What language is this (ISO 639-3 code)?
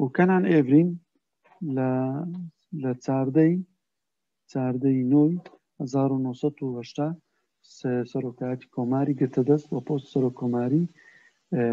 ckb